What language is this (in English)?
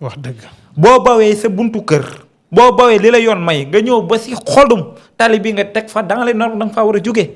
Wolof